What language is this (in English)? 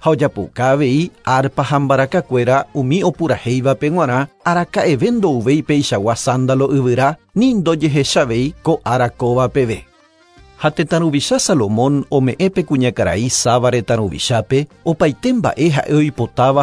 Guarani